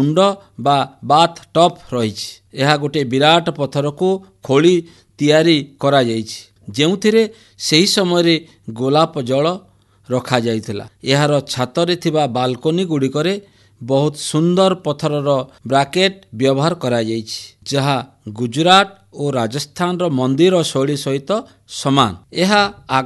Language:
Odia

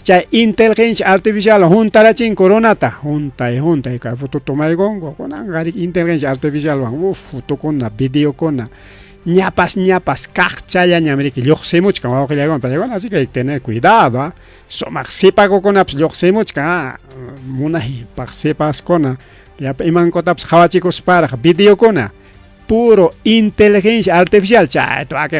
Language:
Ayacucho Quechua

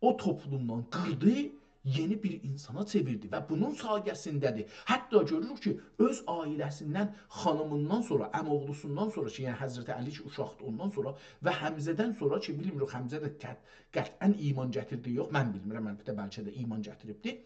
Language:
South Azerbaijani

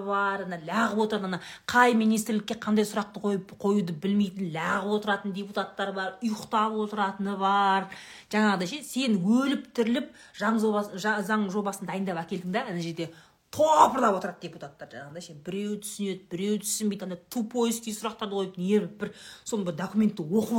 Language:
Kazakh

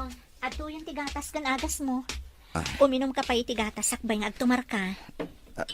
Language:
Iloko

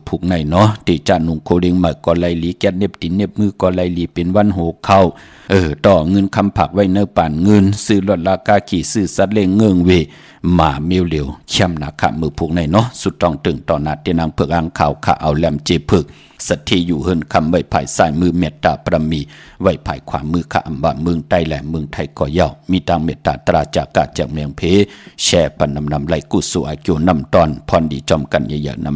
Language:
Shan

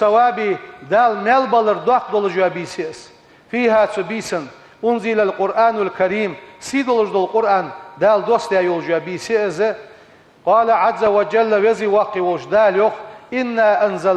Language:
Ingush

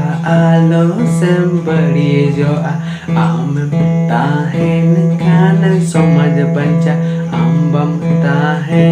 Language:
Santali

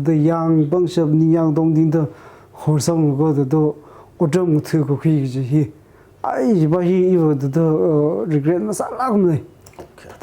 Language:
Tangkhul Naga (India)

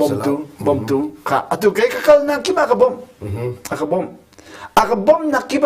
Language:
Hakha Chin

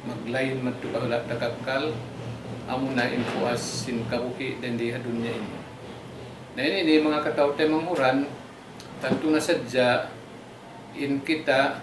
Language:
Tausug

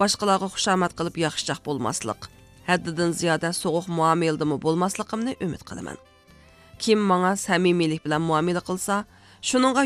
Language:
Uyghur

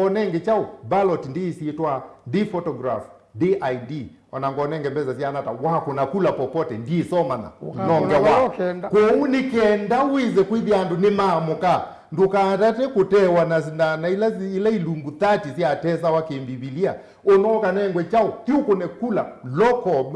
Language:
Kamba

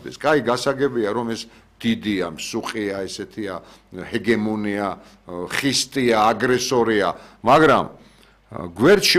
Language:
Georgian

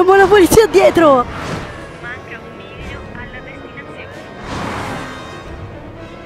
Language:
Italian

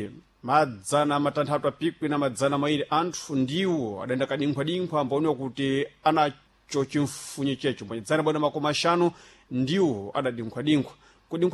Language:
Sena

